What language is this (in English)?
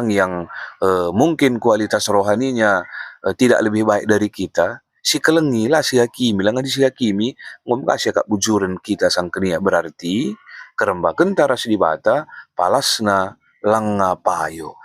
Batak Karo